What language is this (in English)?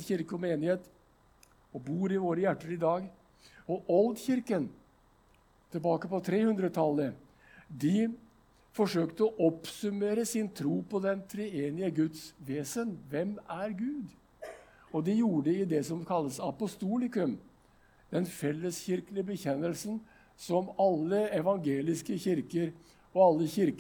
Norwegian